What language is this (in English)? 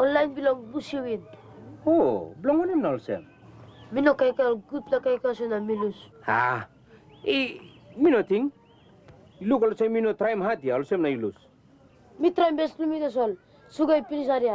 Tok Pisin